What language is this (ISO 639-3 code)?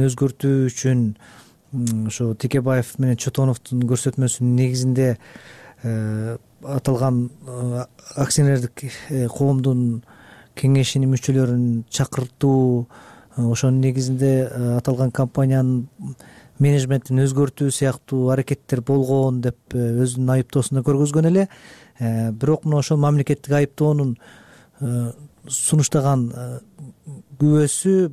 kir